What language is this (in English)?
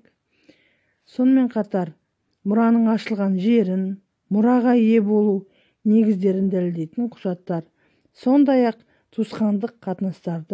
Kazakh